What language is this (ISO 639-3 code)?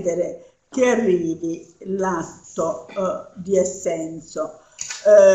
ita